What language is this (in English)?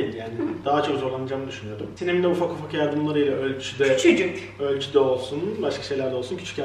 Turkish